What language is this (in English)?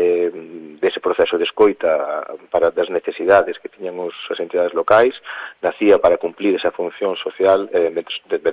Galician